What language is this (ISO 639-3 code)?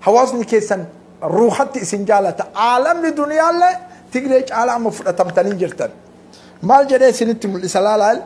orm